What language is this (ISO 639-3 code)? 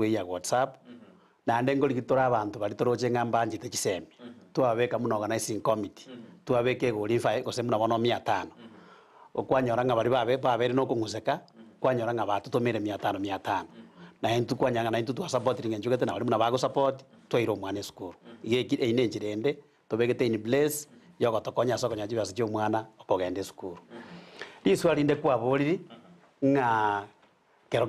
guz